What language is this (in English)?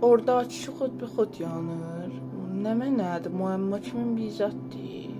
South Azerbaijani